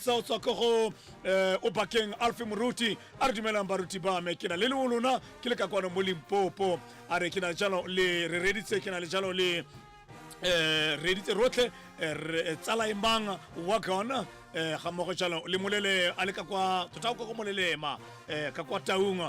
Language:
Tswana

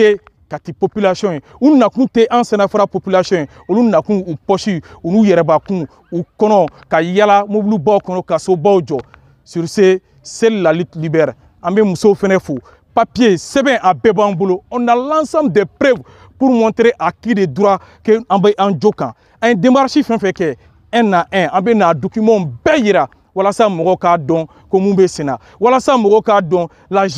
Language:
Bambara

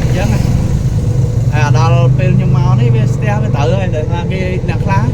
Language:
Khmer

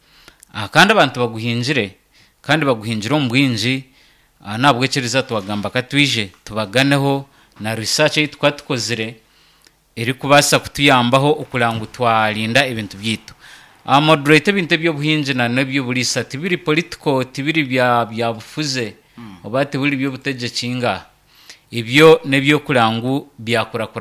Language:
Nyankole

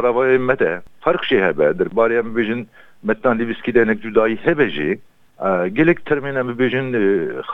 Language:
Kurdish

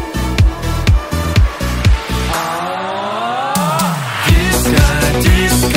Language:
Kazakh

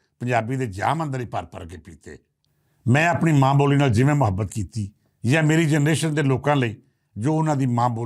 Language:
Western Panjabi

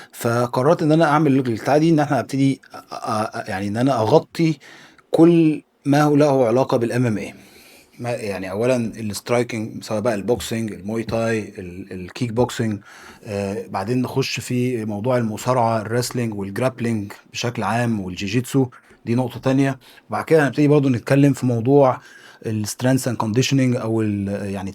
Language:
Egyptian Arabic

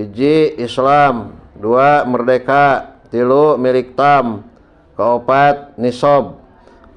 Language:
Sundanese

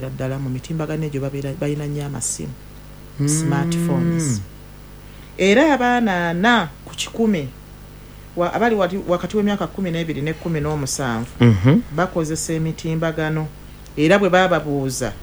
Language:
Ganda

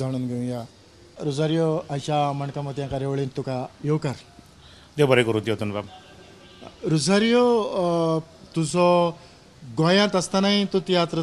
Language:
Konkani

